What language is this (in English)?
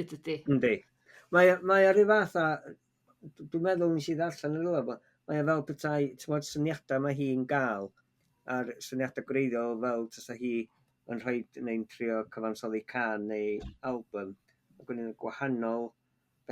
Welsh